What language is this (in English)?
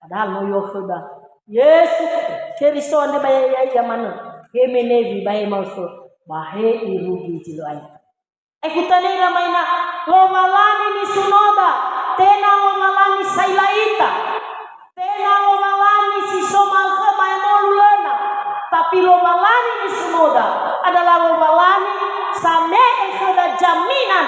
Nias